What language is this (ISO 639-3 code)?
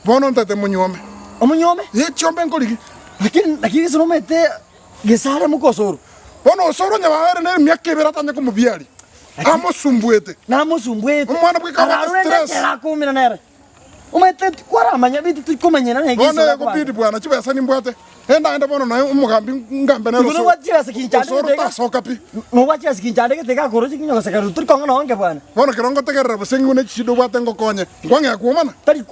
guz